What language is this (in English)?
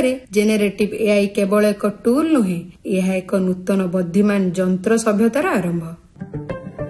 Odia